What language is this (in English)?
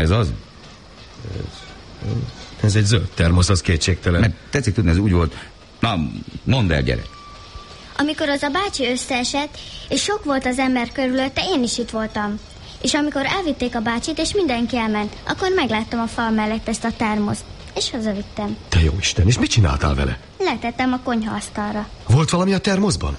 Hungarian